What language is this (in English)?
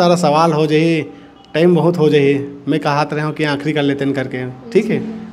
Chhattisgarhi